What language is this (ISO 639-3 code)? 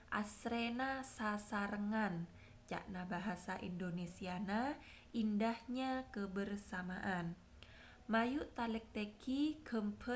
mad